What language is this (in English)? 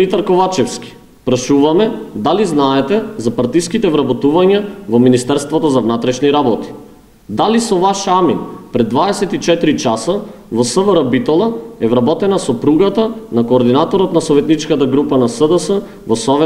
Macedonian